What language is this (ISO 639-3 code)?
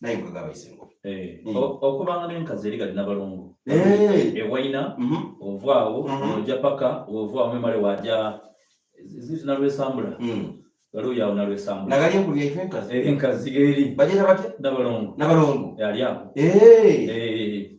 xog